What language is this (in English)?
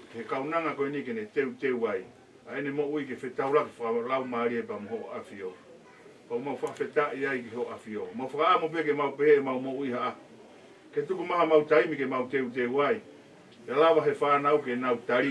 Tongan